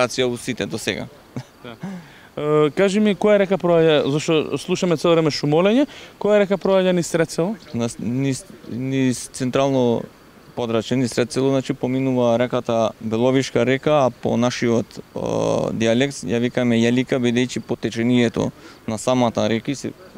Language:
Macedonian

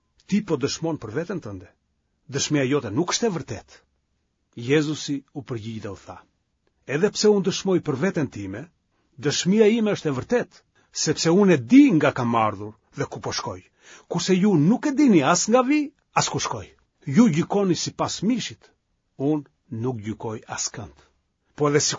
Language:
Albanian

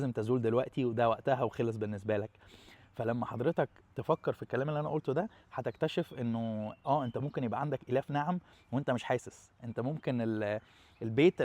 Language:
Egyptian Arabic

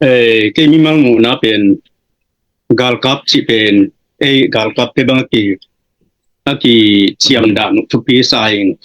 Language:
Tedim Chin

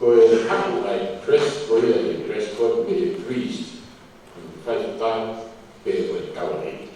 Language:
Tongan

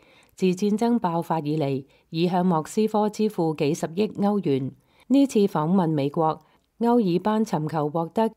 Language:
Cantonese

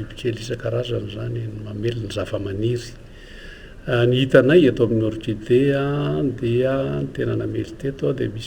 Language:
Malagasy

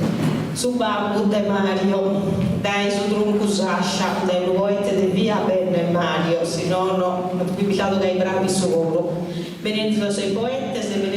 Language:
Sardinian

